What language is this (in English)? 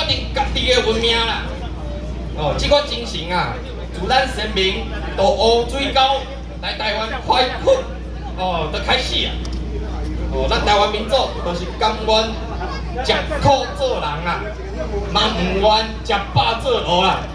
Min Nan Chinese